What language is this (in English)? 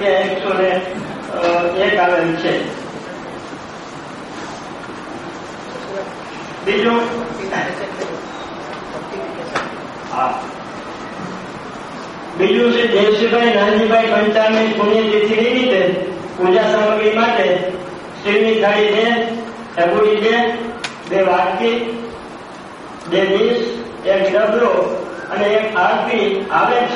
Gujarati